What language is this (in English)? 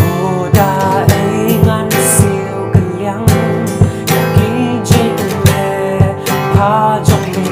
Khasi